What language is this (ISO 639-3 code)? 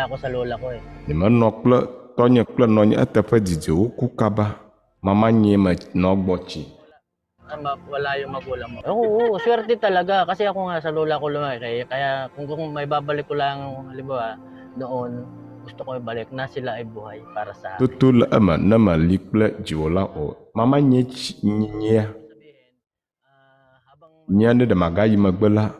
ewe